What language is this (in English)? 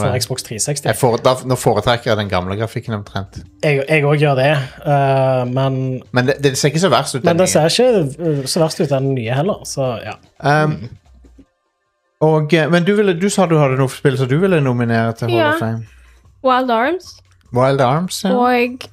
Norwegian